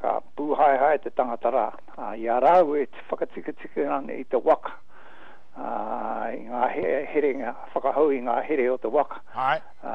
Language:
Māori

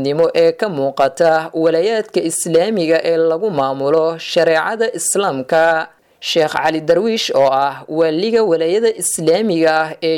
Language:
Somali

